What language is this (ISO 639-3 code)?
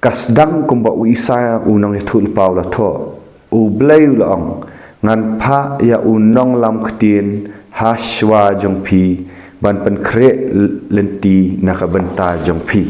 kha